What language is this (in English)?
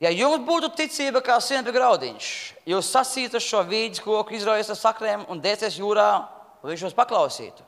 Latvian